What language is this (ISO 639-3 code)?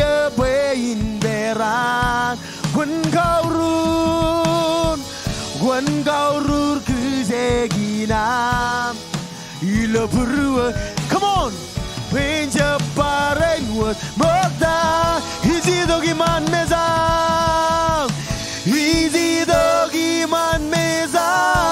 mah